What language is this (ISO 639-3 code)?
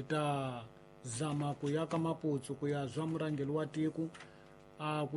tso